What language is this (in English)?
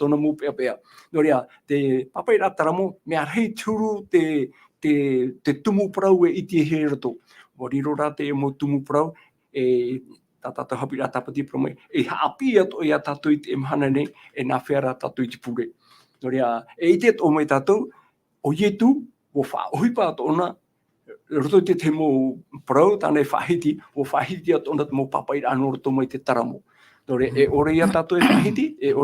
Tahitian